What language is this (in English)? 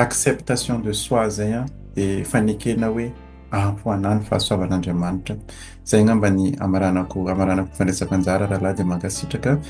Malagasy